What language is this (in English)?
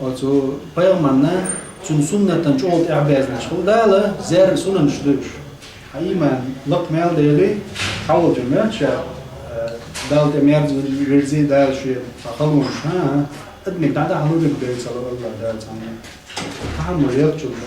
Chechen